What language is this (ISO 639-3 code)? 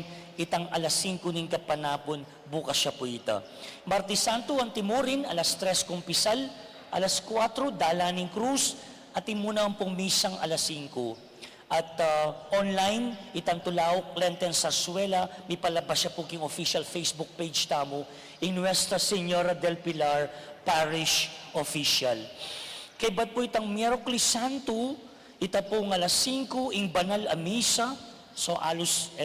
pam